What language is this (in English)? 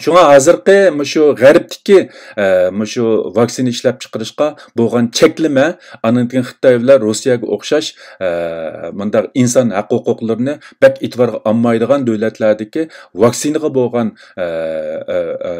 Uyghur